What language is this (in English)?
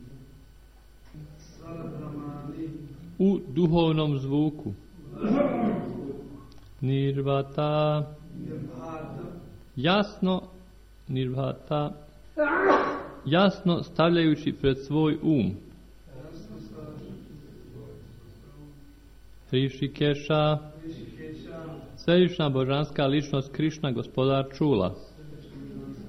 Croatian